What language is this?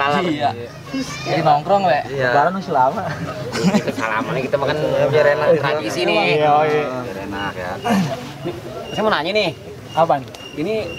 Betawi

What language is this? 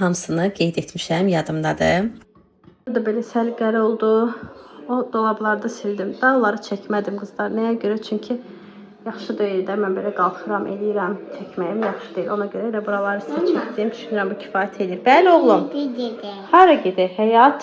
Azerbaijani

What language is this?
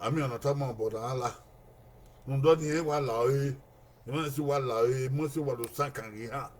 Bini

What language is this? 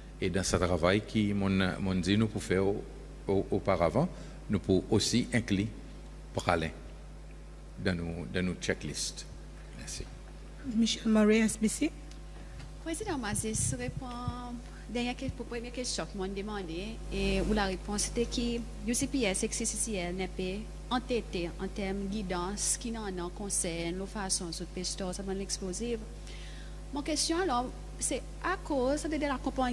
French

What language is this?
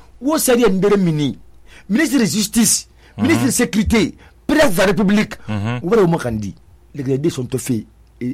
Susu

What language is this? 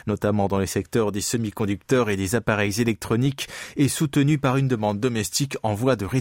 French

